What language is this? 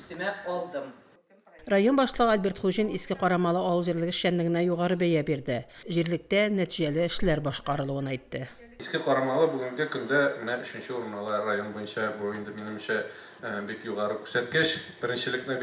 Tatar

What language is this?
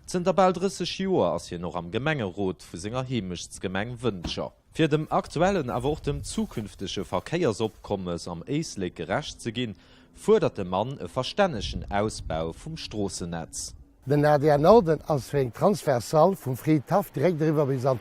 Luxembourgish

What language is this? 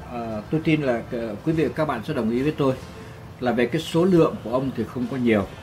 Vietnamese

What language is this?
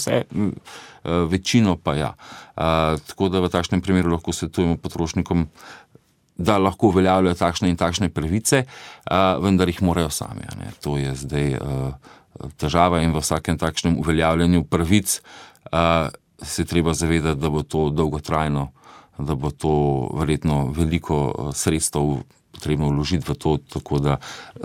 Slovenian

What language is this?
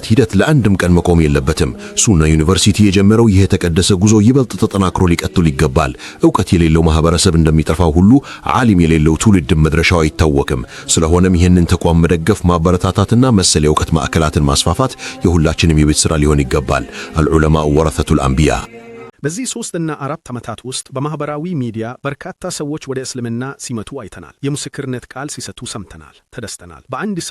Amharic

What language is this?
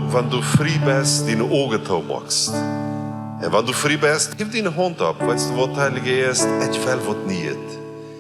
Plautdietsch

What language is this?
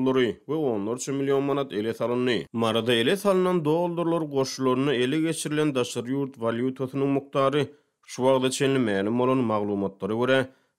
Turkmen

